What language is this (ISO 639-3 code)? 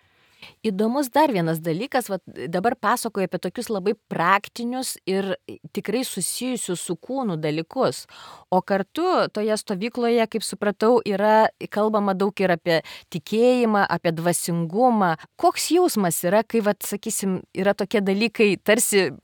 lit